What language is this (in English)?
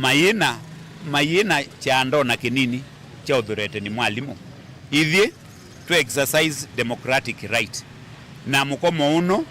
Kamba